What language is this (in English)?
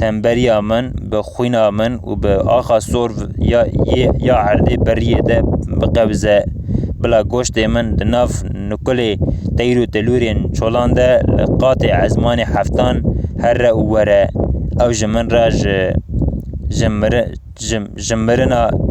Kurdish